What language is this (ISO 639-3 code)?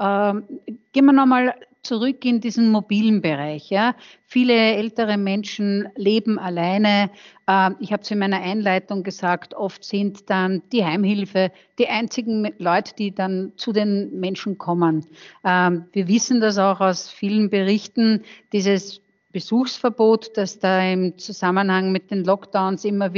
deu